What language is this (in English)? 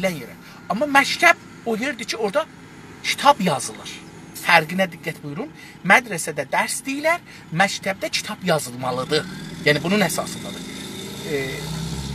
South Azerbaijani